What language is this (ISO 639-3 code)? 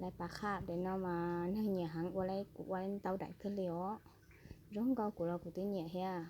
hmn